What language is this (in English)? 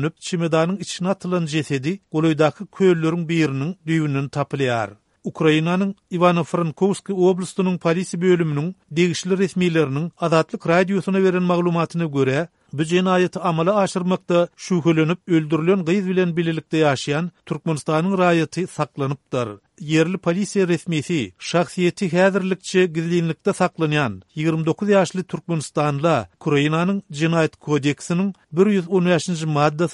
Turkmen